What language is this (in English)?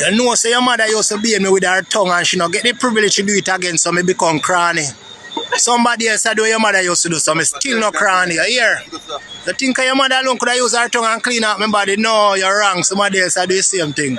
Jamaican Creole English